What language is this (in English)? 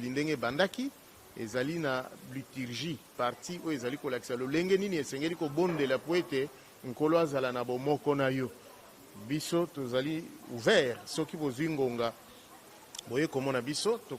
Lingala